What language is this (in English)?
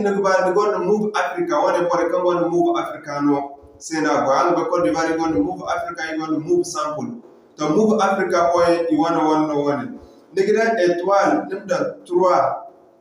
Zarma